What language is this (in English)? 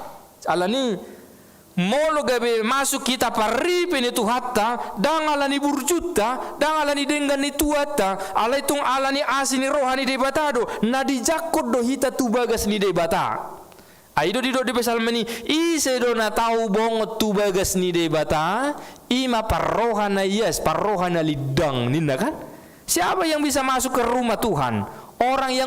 Batak Toba